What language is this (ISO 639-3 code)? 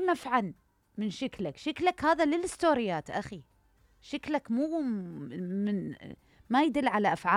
acm